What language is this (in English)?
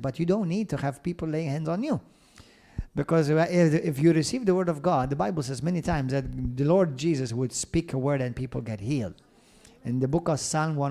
English